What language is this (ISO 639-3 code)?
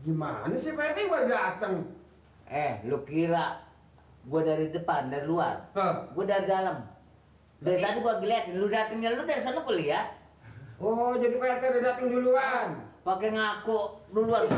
bew